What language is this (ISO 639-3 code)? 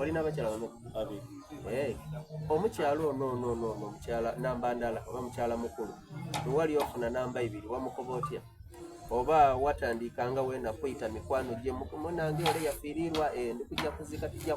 xog